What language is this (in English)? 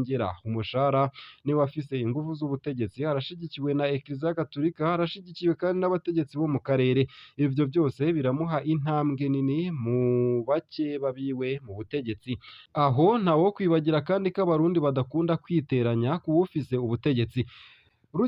Rundi